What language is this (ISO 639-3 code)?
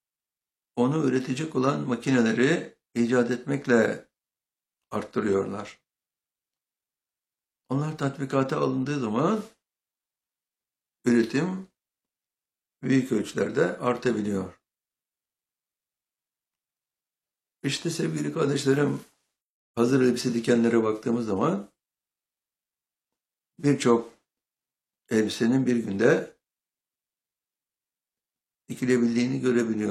tur